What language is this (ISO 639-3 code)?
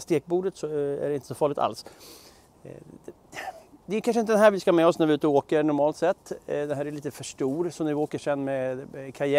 swe